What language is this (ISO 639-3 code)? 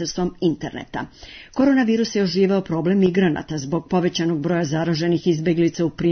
srp